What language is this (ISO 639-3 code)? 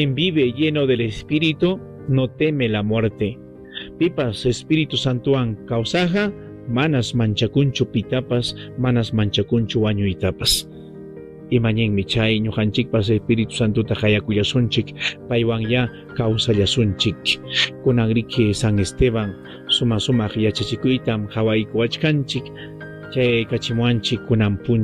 quy